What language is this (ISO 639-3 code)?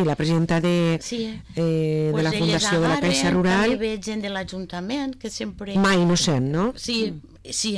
cat